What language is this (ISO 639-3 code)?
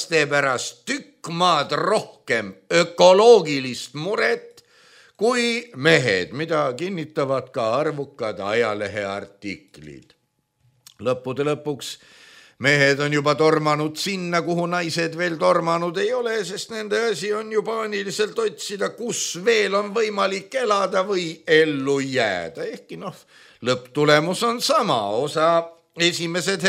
est